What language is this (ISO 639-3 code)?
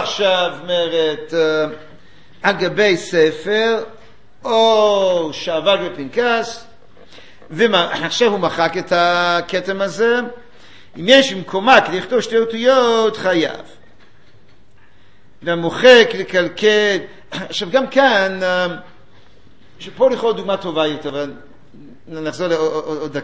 heb